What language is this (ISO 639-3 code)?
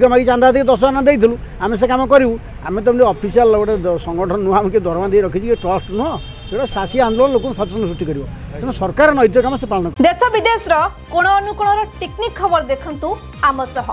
ori